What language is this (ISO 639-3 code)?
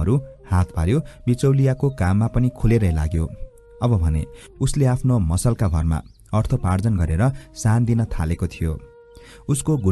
nep